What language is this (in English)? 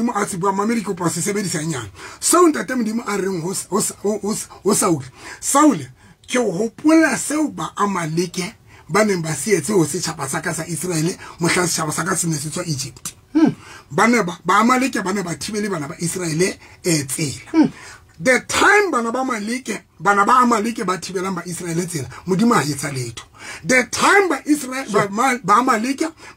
Southern Sotho